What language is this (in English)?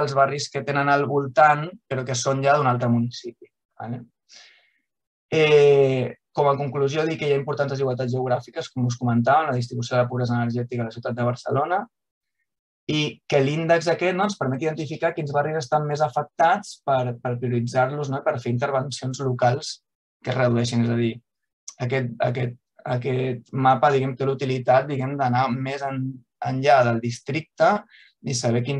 Catalan